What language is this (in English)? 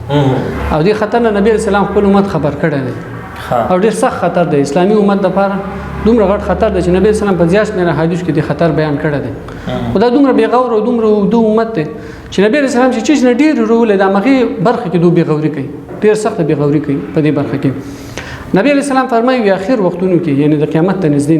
Pashto